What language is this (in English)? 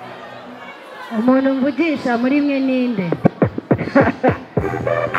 Kinyarwanda